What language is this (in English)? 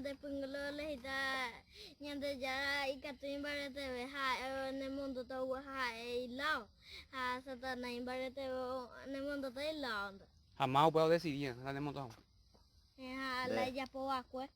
Guarani